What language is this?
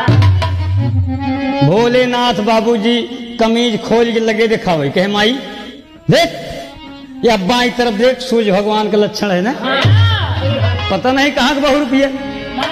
Bhojpuri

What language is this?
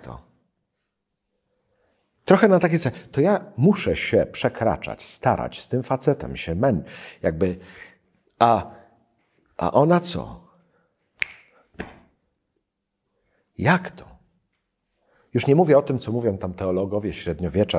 Polish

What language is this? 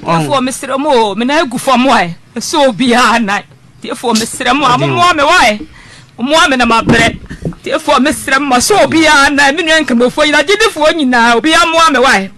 Akan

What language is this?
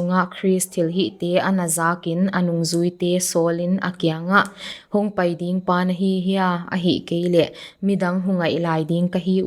Paite Chin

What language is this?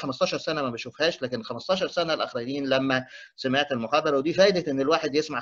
Egyptian Arabic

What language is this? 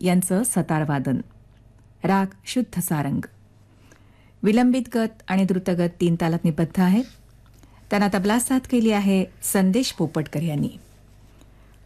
Marathi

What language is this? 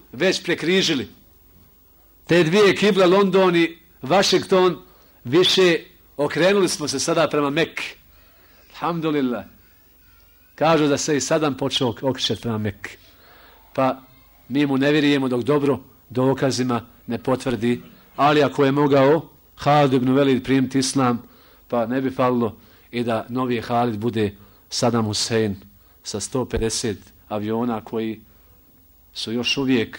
Bosnian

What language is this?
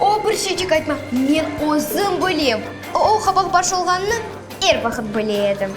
Crimean Tatar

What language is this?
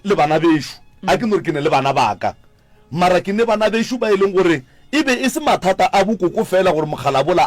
Northern Sotho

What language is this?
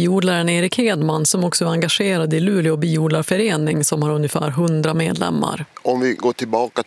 Swedish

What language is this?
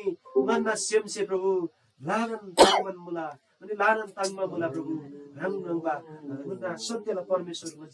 Eastern Tamang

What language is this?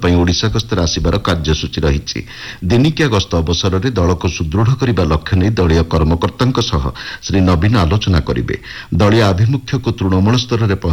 Odia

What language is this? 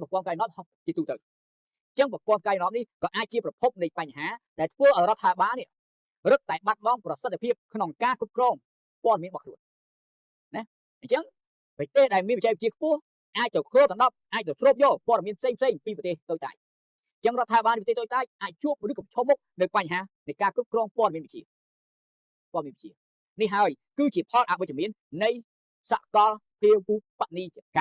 Khmer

